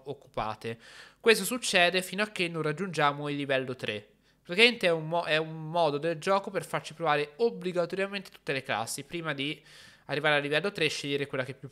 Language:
Italian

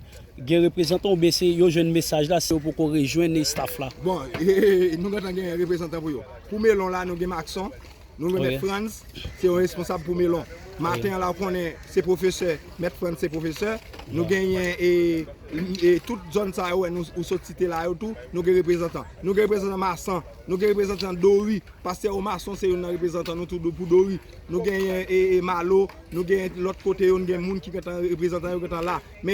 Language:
Haitian Creole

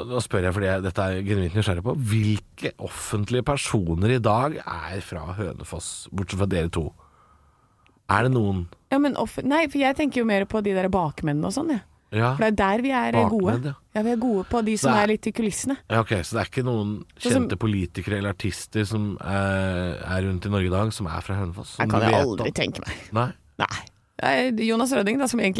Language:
Norwegian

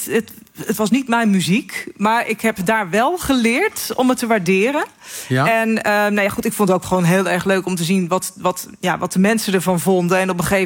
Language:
Dutch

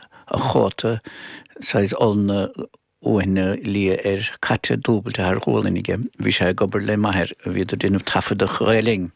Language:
Irish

